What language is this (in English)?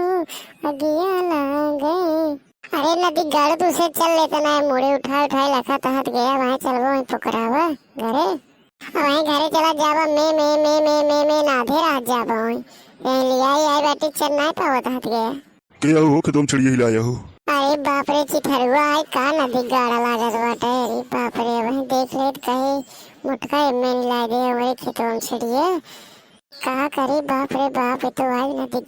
Awadhi